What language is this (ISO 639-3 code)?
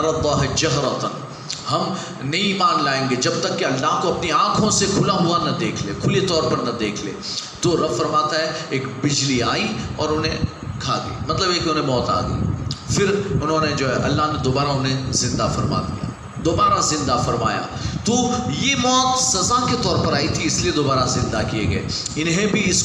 urd